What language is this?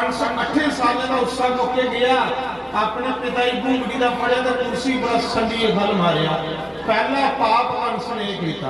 Dogri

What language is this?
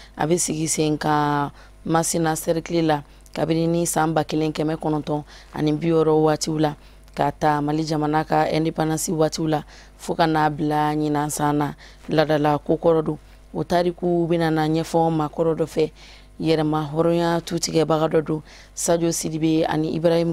Bambara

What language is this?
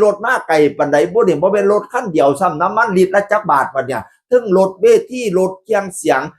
Northeastern Thai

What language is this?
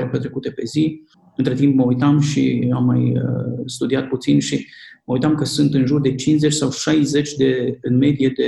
Romanian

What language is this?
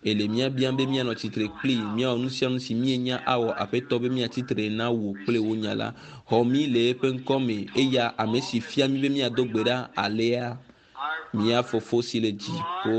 Ewe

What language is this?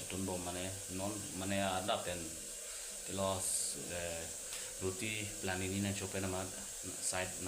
Karbi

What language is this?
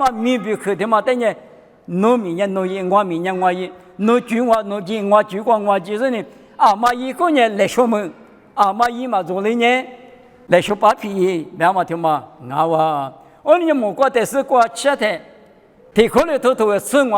Lisu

